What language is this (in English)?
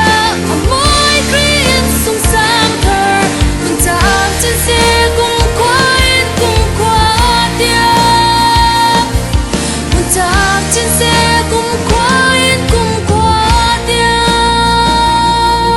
Falam Chin